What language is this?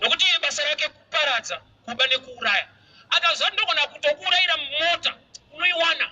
Shona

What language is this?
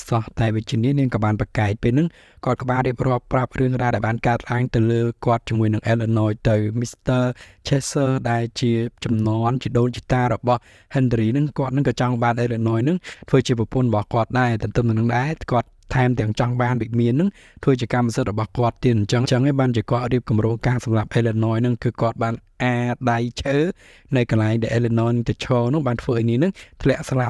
Khmer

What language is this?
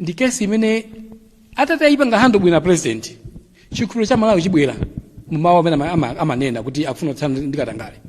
Nyanja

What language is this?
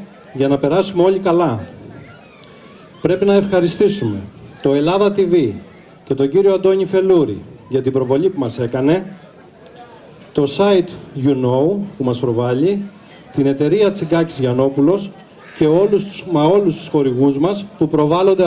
Greek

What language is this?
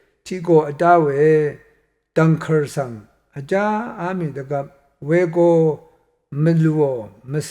Rawang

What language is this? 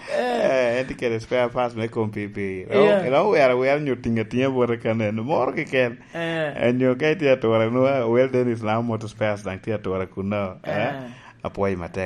Lango (Uganda)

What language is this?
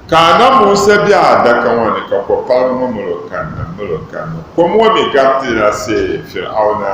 Dagbani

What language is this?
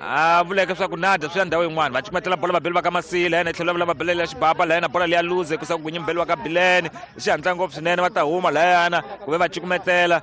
Tsonga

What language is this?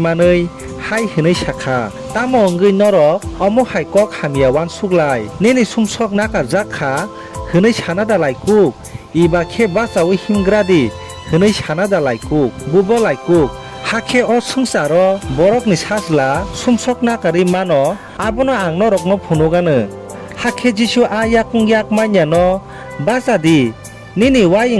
Kok Borok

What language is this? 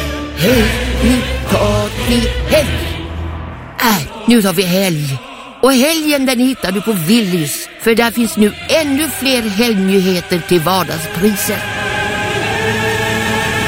Swedish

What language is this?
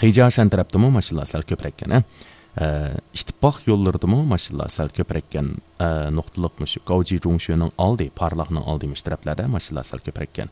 Uyghur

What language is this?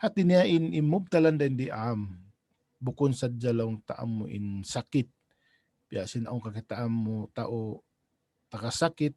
Tausug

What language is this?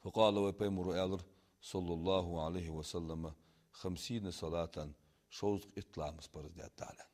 Ingush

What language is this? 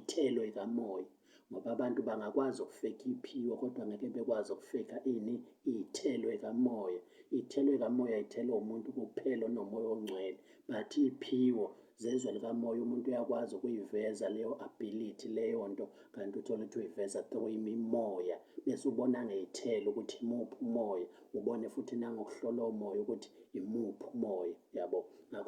Zulu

